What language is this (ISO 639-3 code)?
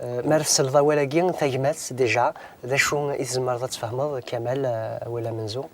kab